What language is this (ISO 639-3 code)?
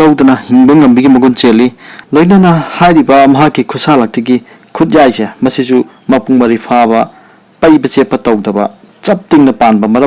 mni